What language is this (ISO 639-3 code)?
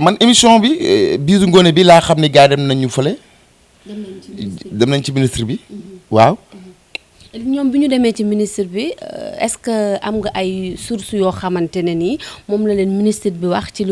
wol